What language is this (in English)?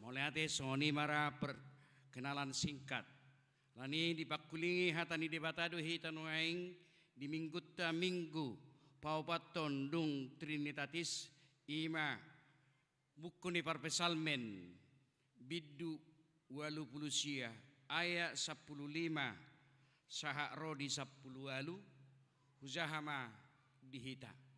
Batak Toba